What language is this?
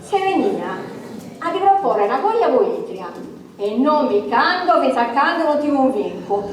Sardinian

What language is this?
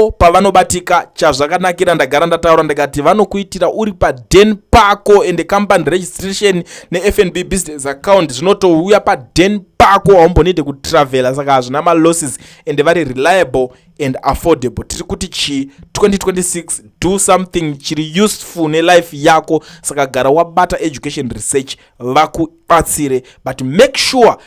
Shona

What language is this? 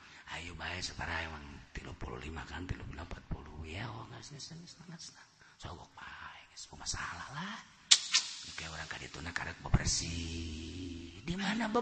Sundanese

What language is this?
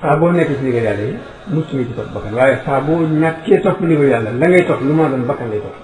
Wolof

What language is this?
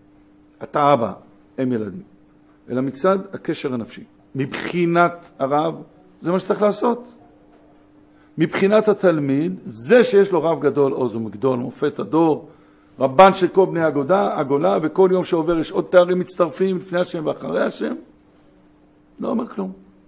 Hebrew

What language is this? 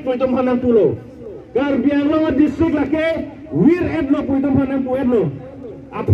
Karbi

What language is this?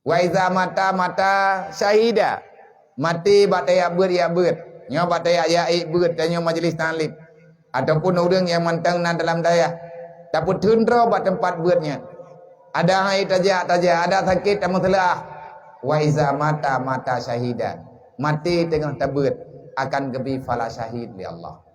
Achinese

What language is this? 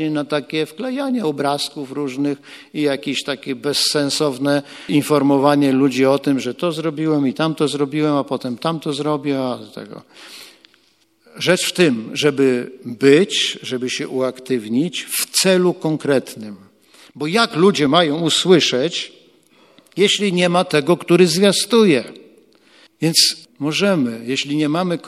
Polish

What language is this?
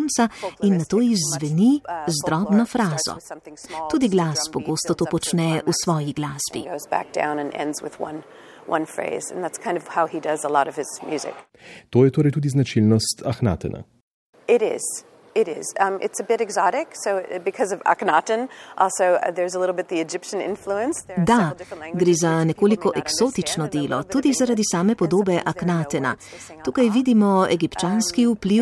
Slovenian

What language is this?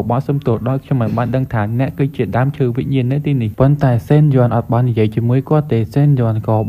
Khmer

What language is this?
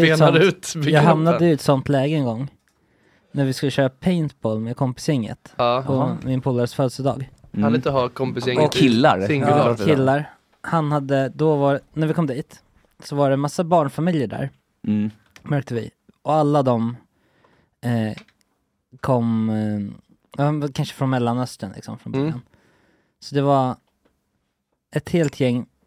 Swedish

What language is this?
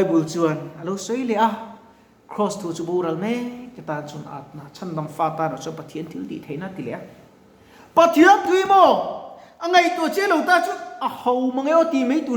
Mizo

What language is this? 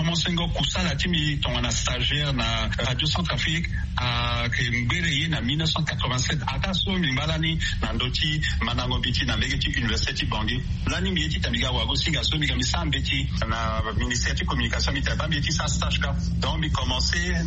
Sango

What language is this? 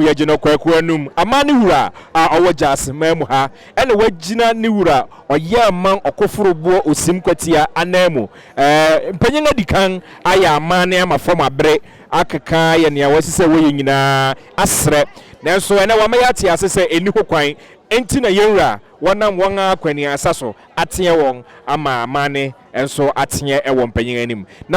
Akan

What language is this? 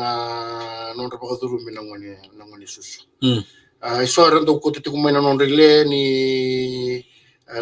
Fijian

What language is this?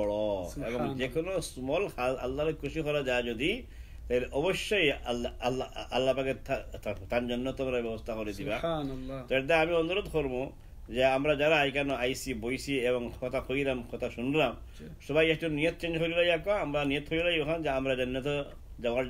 Sylheti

